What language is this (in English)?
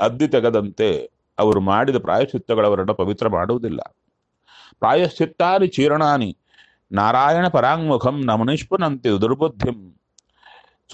Kannada